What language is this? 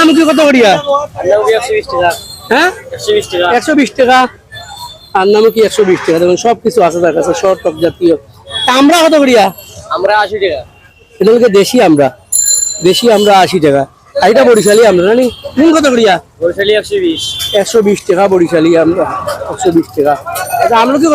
Sylheti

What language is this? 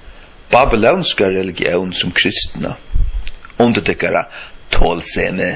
Faroese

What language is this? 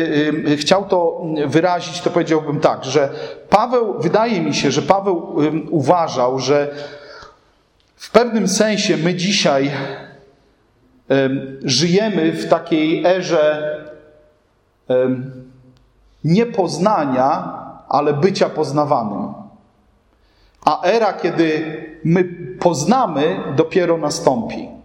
Polish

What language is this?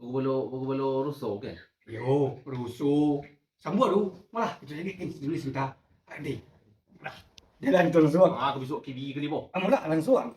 Minangkabau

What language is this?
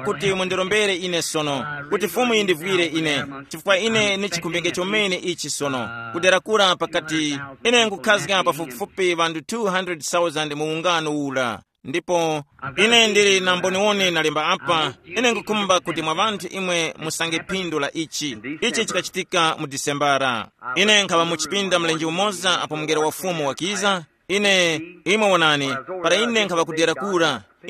Tumbuka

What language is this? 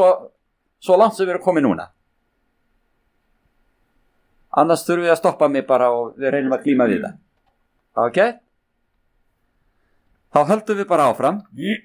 Icelandic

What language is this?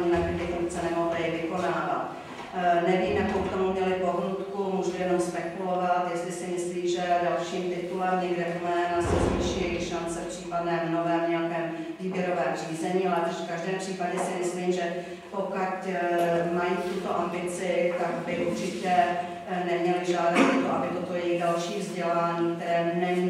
Czech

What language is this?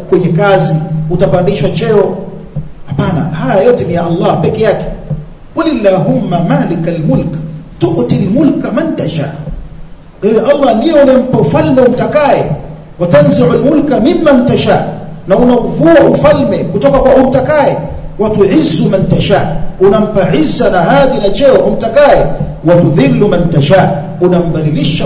Swahili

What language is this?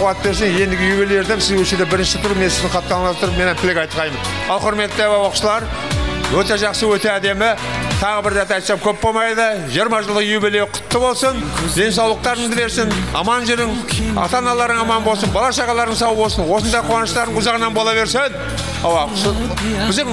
Kara-Kalpak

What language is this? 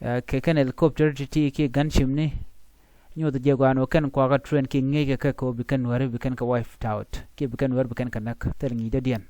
Nuer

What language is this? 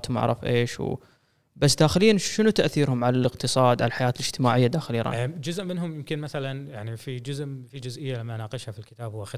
Gulf Arabic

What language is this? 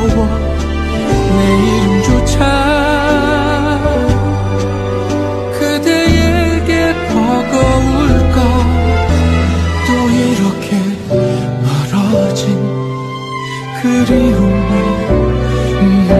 Korean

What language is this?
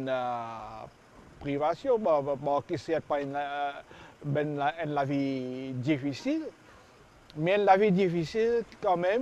Morisyen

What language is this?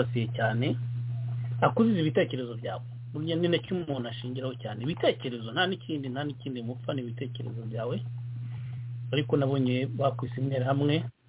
Kinyarwanda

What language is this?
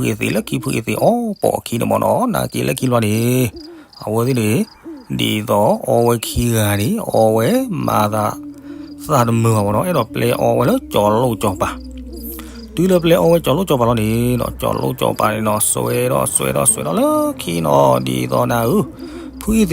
S'gaw Karen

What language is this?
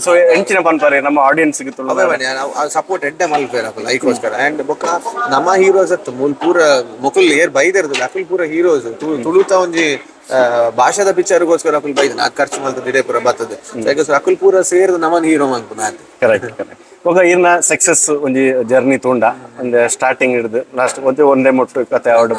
Tulu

